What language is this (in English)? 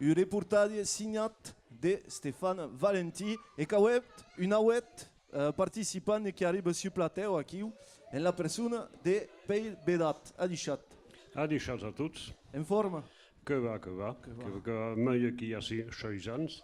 Occitan